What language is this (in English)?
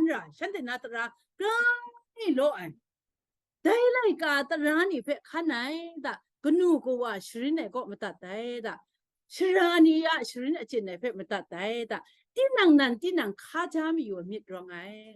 Kachin